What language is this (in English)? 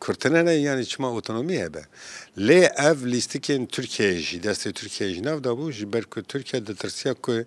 Kurdish